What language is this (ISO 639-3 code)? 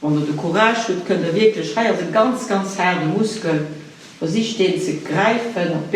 ltz